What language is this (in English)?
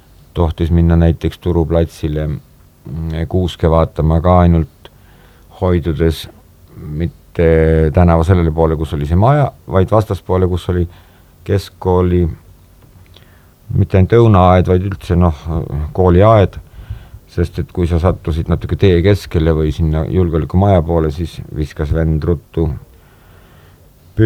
Estonian